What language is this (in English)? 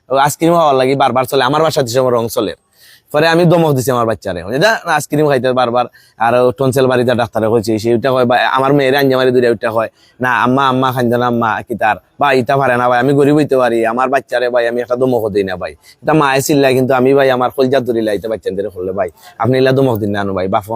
Sylheti